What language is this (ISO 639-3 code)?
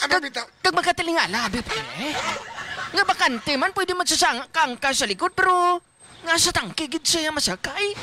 hil